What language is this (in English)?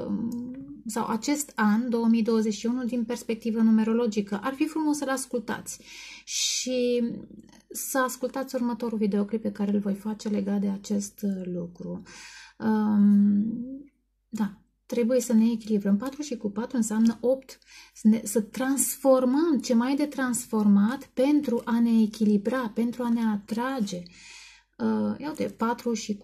Romanian